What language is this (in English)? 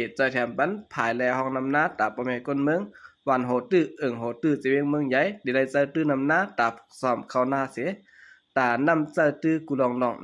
Shan